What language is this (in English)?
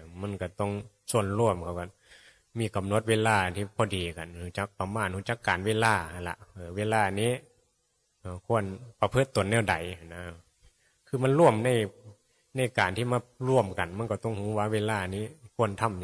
Northeastern Thai